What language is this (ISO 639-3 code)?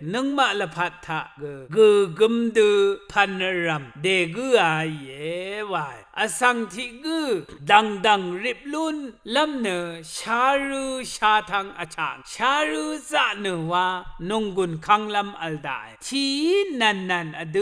raw